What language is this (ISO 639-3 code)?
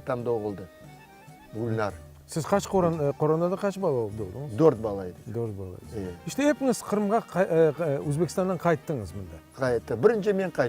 crh